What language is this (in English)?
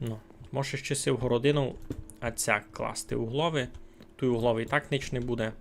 Rusyn